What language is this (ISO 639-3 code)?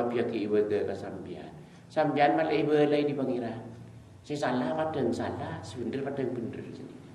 mad